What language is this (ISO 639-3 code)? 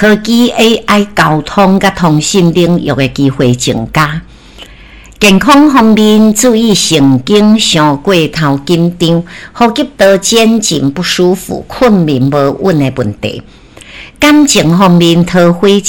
nan